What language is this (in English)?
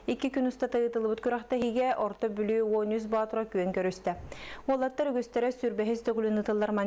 Yakut